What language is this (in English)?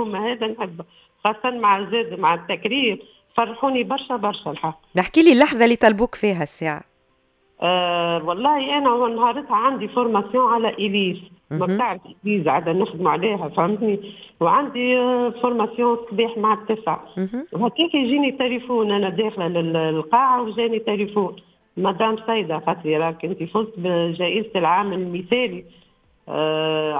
Tunisian Arabic